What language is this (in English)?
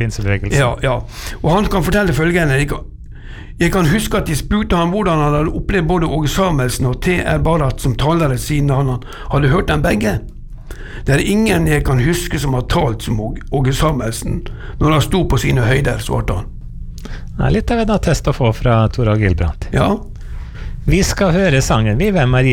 Norwegian